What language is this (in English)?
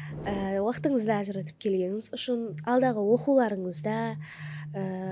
Kara-Kalpak